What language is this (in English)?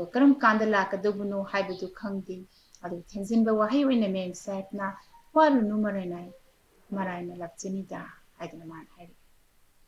Manipuri